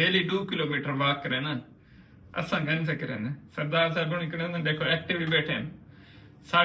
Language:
Saraiki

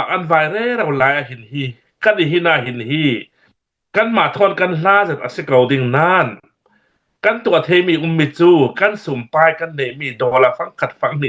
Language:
Hakha Chin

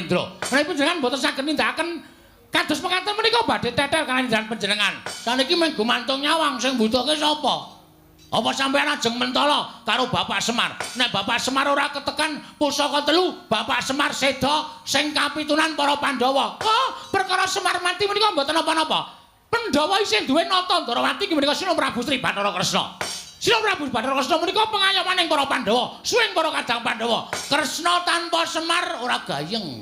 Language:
Javanese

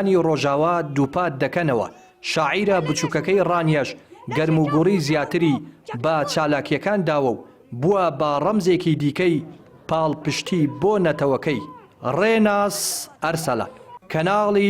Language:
Central Kurdish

